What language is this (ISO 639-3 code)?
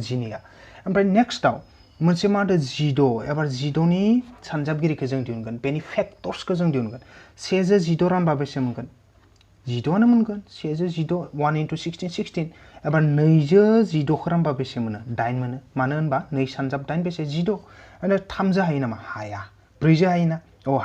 brx